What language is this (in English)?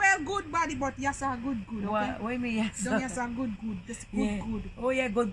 Jamaican Creole English